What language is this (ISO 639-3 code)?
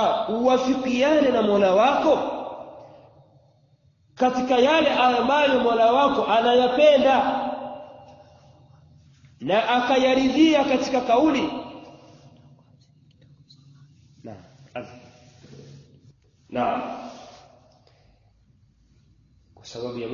swa